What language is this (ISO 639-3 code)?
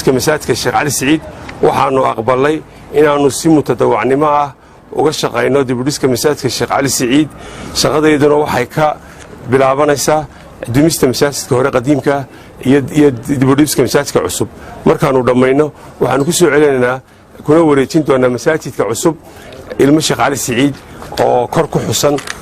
som